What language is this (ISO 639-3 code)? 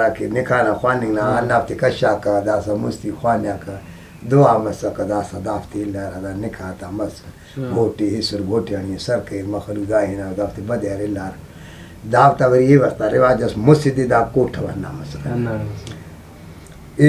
brh